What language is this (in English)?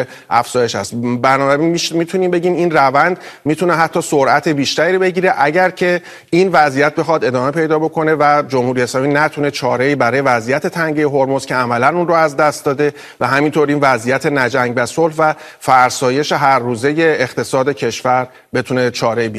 Persian